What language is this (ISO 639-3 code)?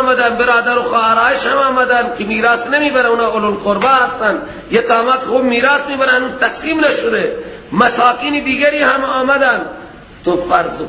fas